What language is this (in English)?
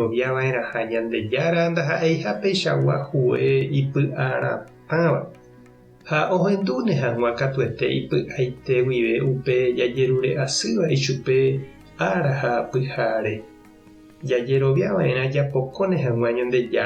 Guarani